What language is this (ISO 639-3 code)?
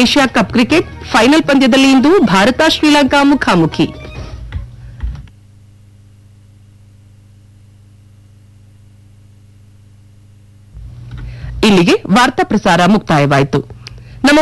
kan